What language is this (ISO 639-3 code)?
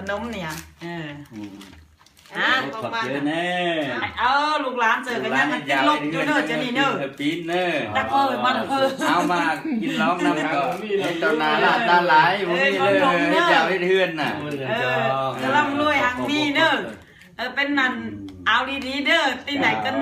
lao